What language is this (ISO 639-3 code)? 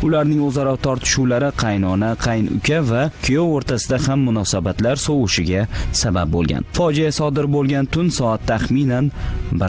uzb